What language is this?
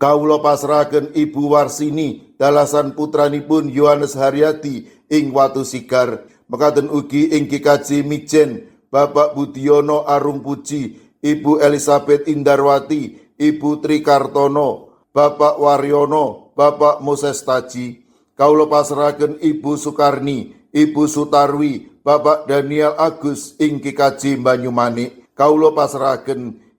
Javanese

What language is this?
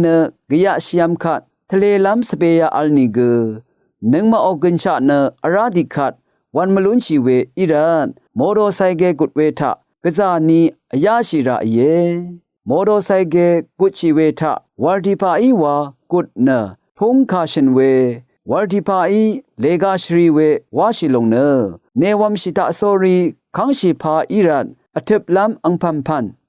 Rawang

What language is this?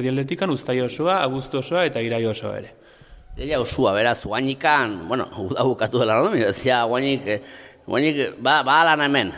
Basque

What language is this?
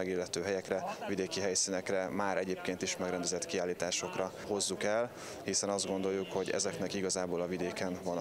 Hungarian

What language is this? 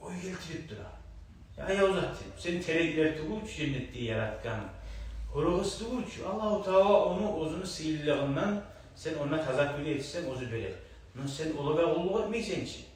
Kumyk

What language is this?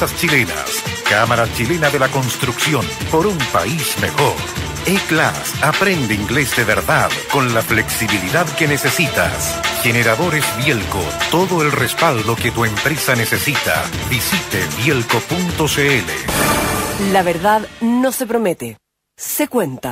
Spanish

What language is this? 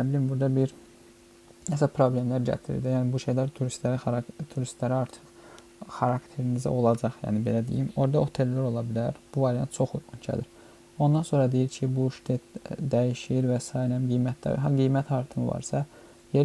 Azerbaijani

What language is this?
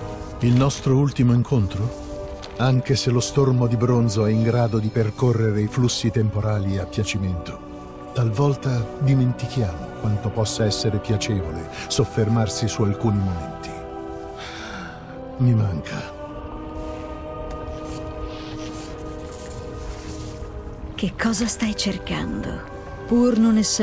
Italian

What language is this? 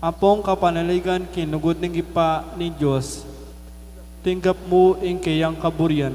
Pampanga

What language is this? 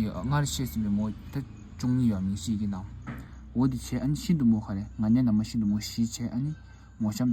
Tibetan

